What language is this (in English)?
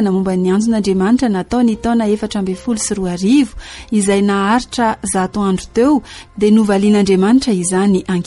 Malagasy